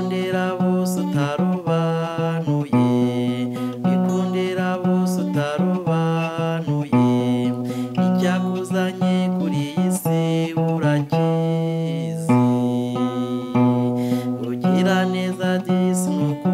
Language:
Kinyarwanda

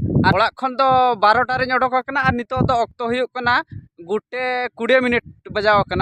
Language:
Santali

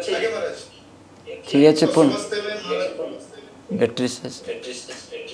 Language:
Odia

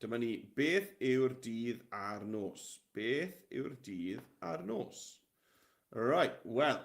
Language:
Welsh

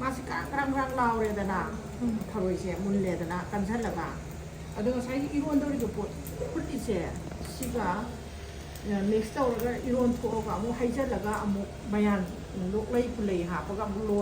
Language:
Manipuri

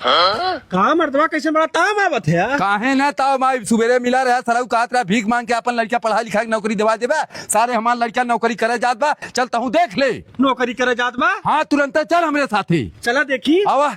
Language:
Awadhi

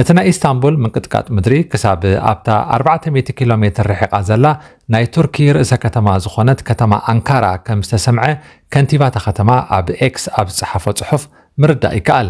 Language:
Tigrinya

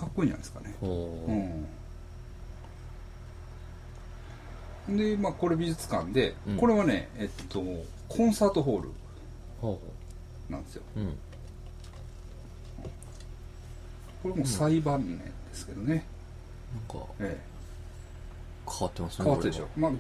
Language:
Japanese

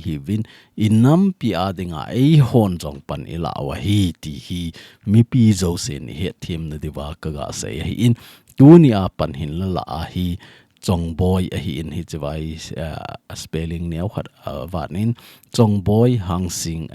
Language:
Thado Chin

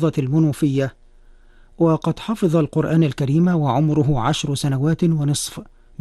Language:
Arabic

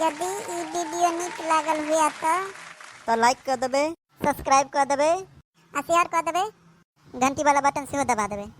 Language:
Maithili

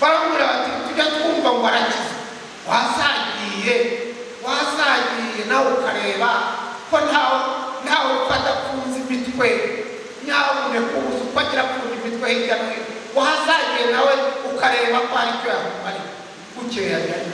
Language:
Kinyarwanda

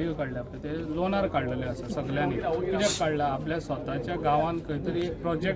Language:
Konkani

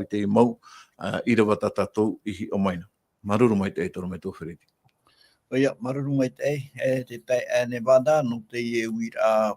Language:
Tahitian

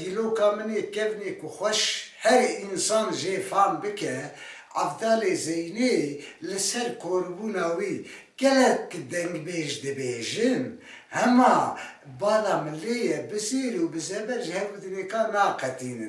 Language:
Kurdish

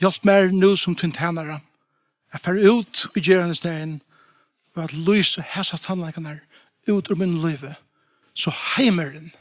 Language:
Faroese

